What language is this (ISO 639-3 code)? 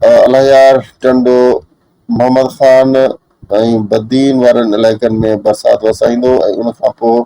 snd